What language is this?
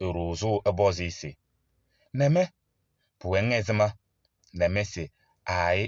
Kabiyè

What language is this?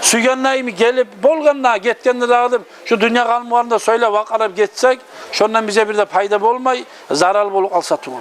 Kumyk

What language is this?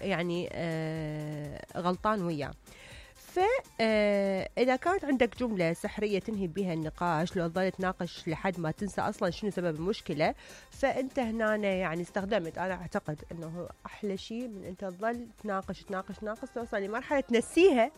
Mesopotamian Arabic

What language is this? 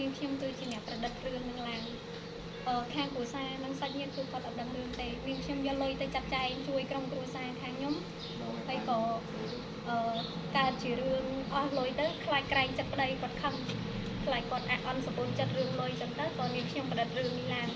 Khmer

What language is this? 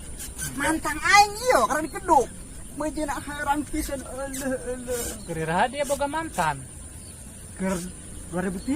Sundanese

